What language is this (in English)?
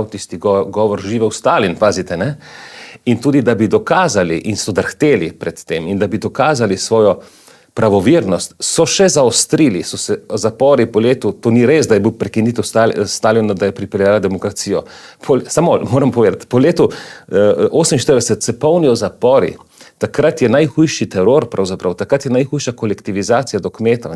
Slovenian